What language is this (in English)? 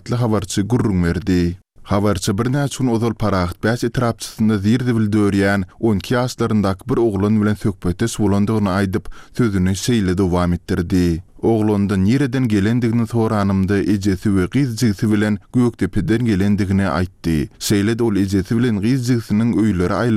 Turkmen